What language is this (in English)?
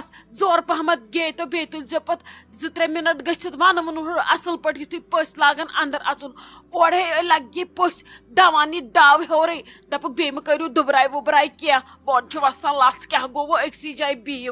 Kashmiri